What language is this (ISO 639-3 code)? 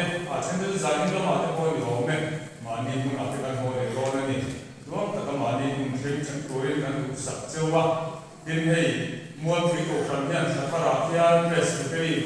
lus